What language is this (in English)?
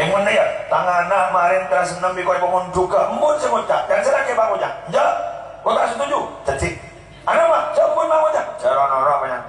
Madurese